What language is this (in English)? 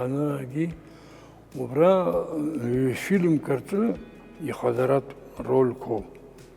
Abkhazian